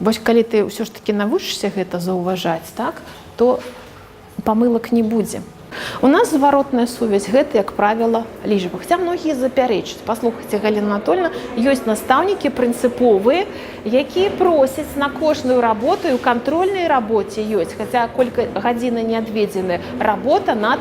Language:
Belarusian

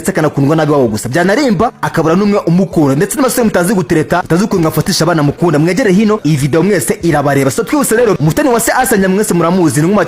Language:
Kinyarwanda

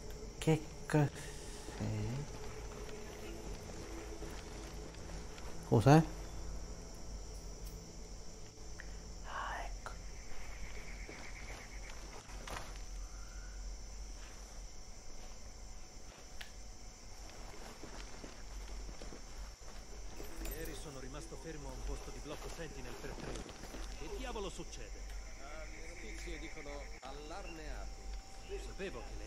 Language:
Italian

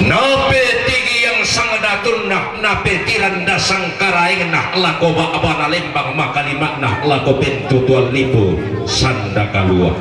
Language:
Toraja-Sa'dan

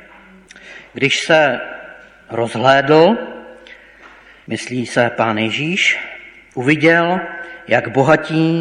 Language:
Czech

